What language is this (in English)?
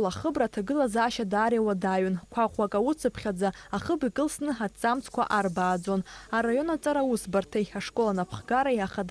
Abkhazian